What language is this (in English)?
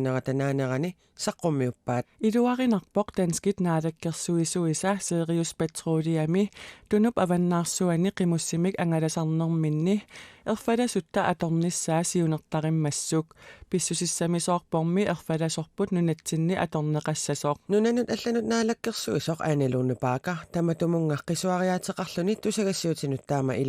Kalaallisut